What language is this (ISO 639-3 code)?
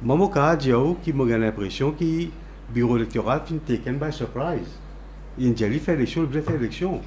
mfe